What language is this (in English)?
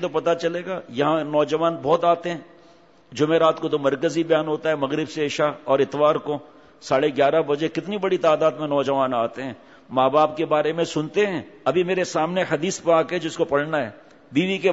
Urdu